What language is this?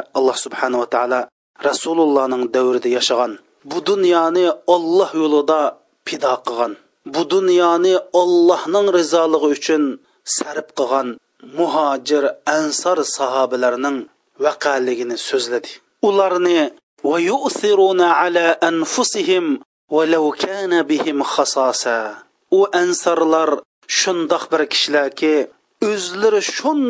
Uyghur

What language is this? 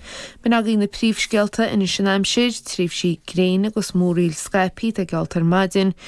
Irish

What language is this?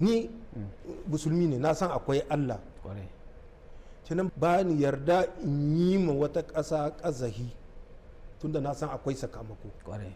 Hausa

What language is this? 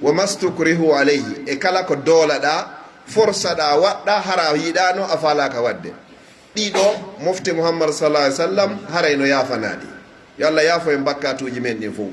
Pular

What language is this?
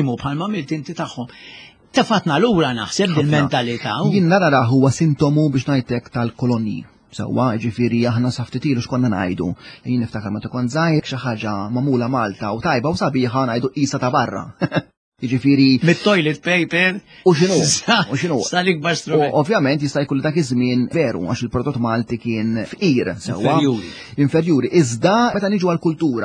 Maltese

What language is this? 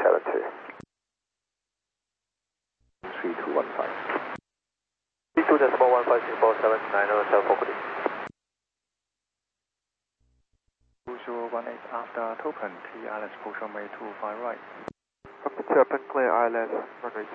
English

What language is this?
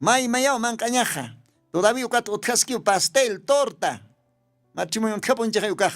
Aymara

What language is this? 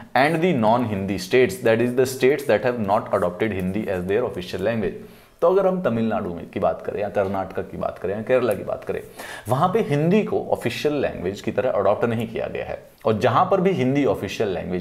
Hindi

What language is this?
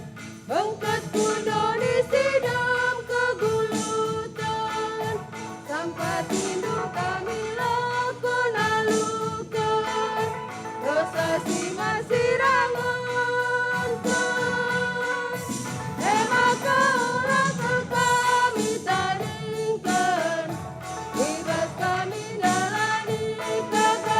Batak Karo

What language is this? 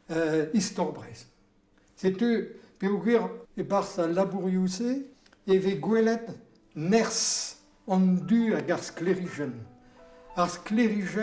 Breton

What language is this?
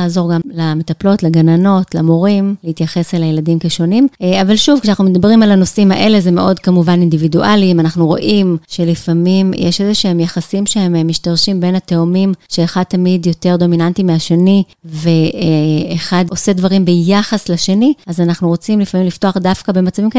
Hebrew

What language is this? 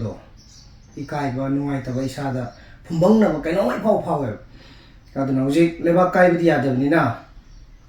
Manipuri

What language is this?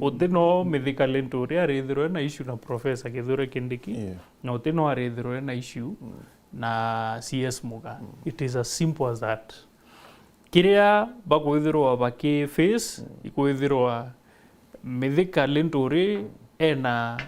Meru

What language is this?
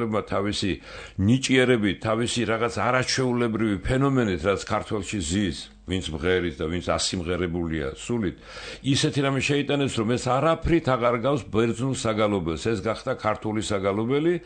Georgian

